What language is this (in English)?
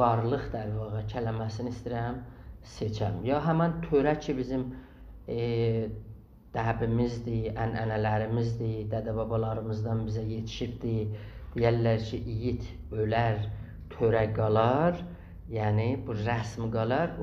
South Azerbaijani